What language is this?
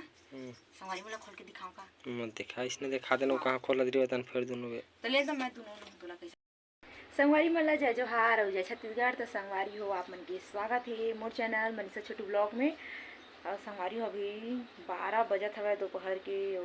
Chhattisgarhi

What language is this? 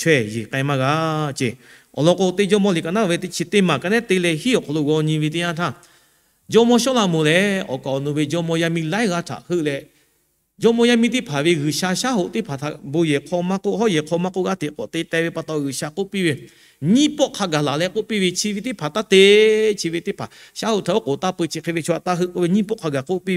Lahu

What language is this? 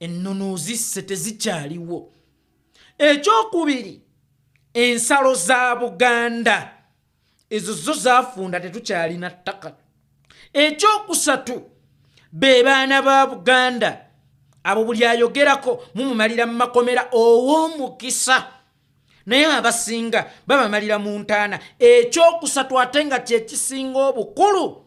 Ganda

